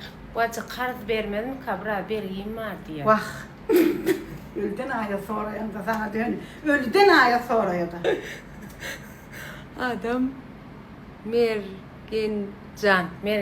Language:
Turkmen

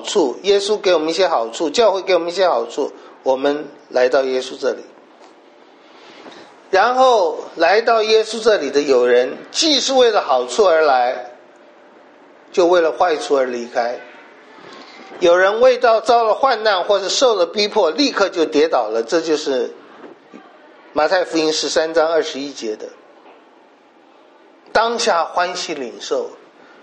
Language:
Chinese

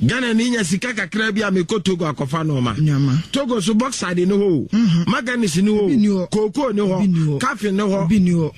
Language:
Akan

